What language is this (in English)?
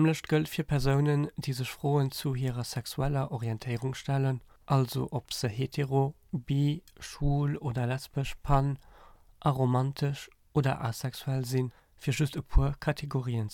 Luxembourgish